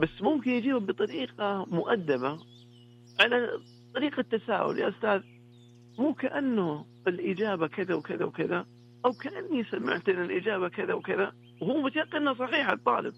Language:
Najdi Arabic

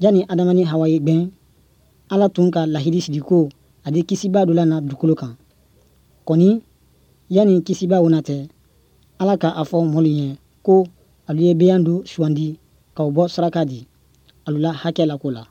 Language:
Bambara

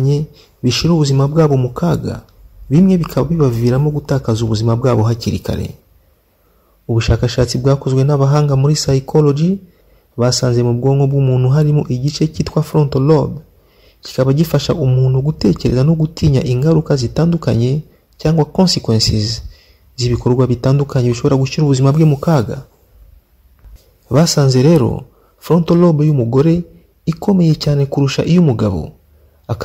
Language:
Kinyarwanda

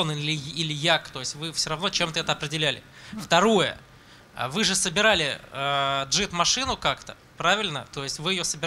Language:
Russian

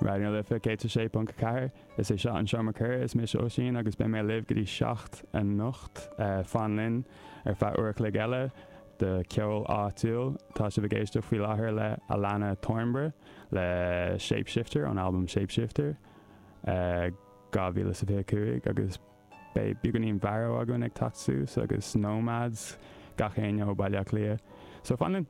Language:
Irish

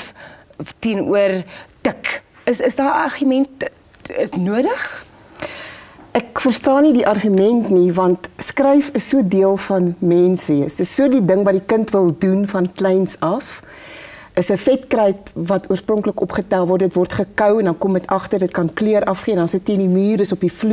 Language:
Afrikaans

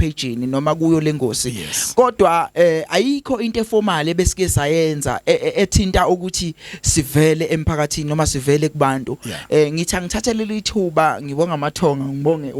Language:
Zulu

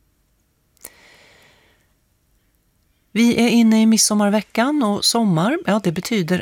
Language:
Swedish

